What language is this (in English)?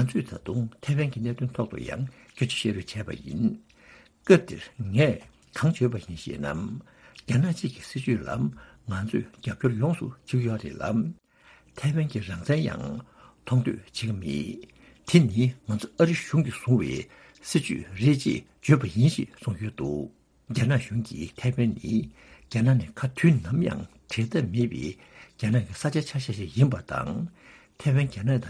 Tibetan